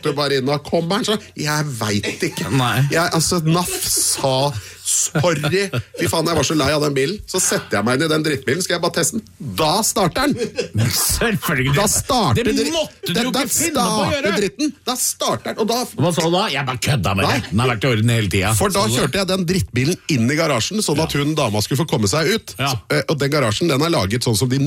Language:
Norwegian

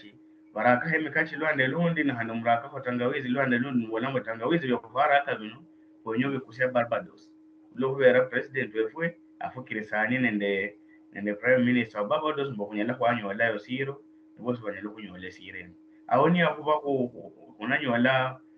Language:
Luyia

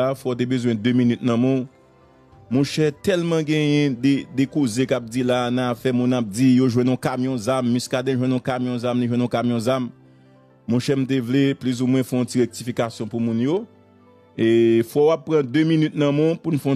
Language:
Haitian Creole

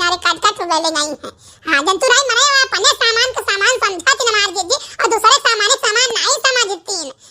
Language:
Awadhi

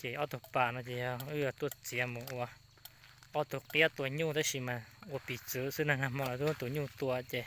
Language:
Hmong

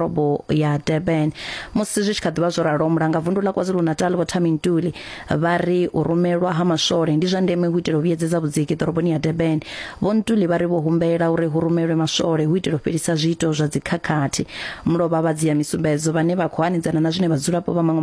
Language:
Venda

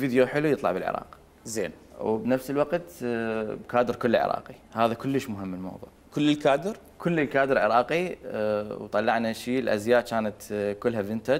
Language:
Mesopotamian Arabic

